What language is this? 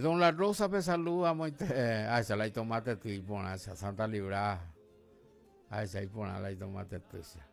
Guarani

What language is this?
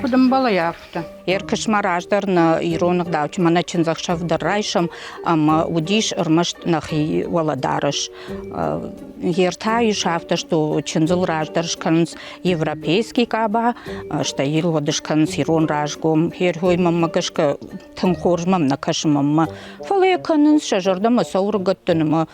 Ossetic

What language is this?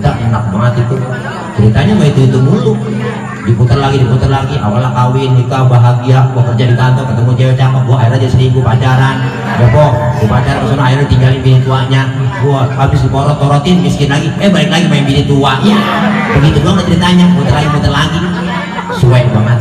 Betawi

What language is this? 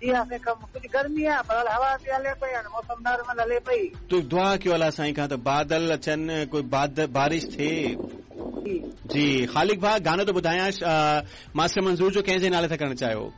Sindhi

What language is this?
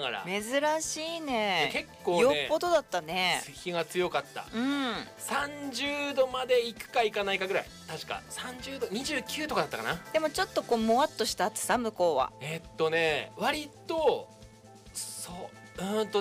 Japanese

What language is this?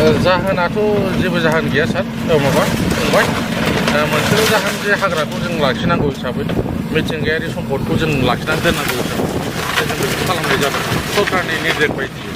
Bodo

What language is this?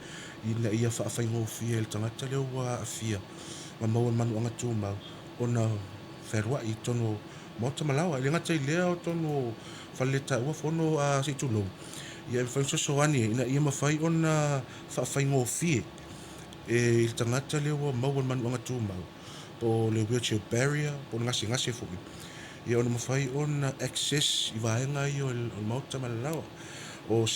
Samoan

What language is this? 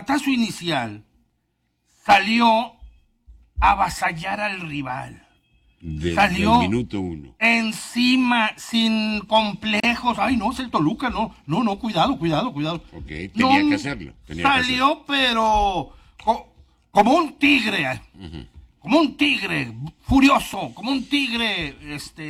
Spanish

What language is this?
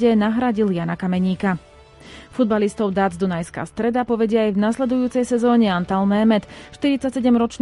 Slovak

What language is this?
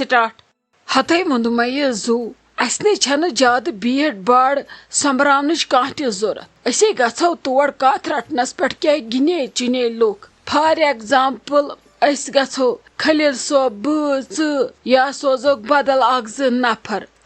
Kashmiri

